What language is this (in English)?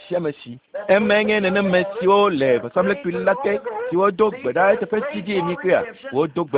Ewe